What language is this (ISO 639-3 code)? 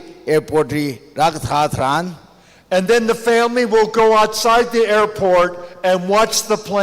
nmf